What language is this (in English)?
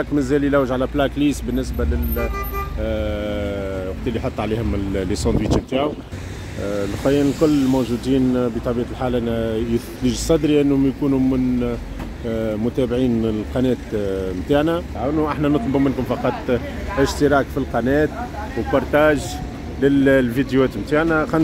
Tunisian Arabic